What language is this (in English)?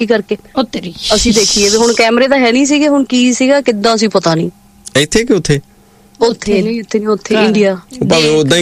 Punjabi